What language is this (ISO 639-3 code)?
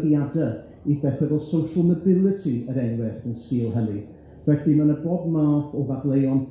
cym